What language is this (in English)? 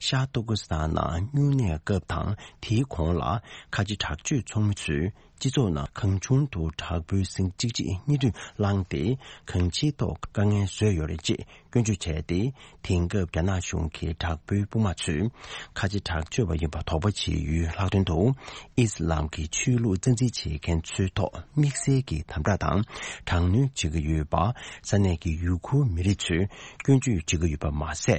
Tibetan